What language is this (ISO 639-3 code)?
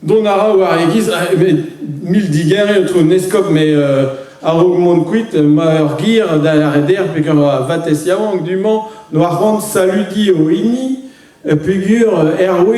bre